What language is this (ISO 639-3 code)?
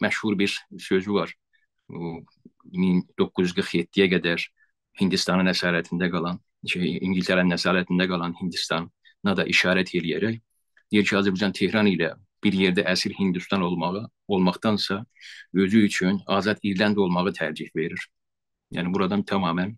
azb